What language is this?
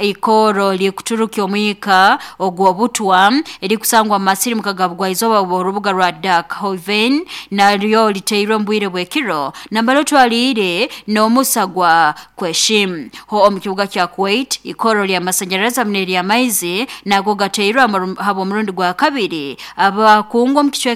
Nyoro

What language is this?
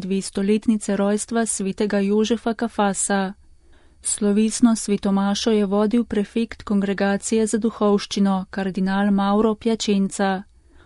Slovenian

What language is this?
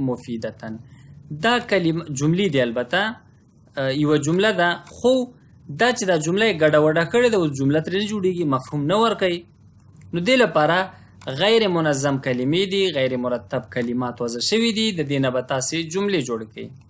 Pashto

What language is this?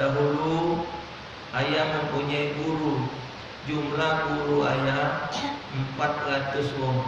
Musi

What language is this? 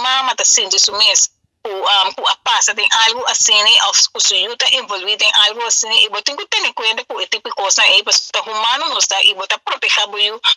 Papiamento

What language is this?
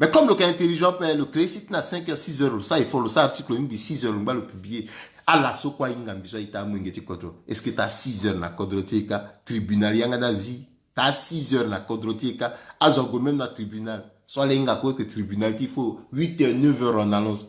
Sango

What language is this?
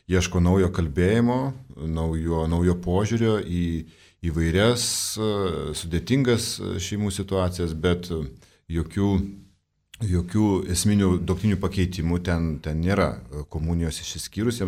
Lithuanian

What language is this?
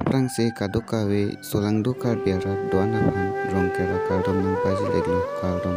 Karbi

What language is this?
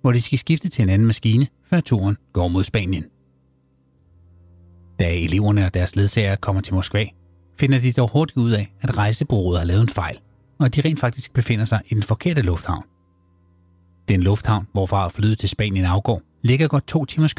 Danish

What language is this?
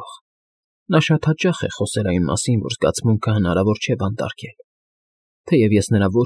Armenian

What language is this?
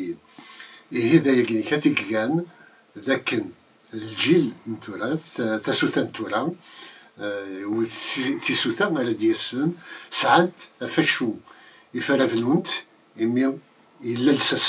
Kabyle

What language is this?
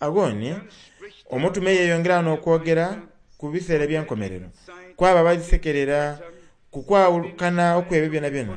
Soga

